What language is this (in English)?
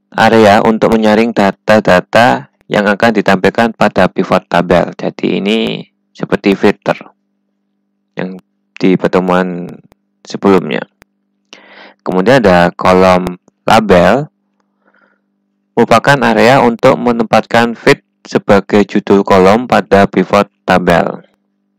Indonesian